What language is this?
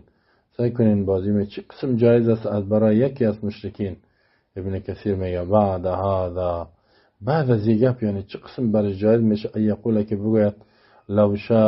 Persian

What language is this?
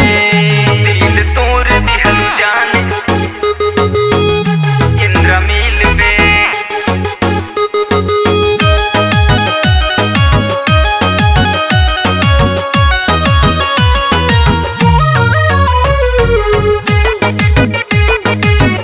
Bhojpuri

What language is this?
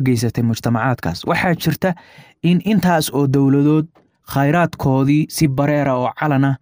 Somali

